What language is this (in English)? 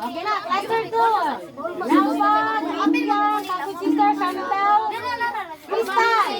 Cebuano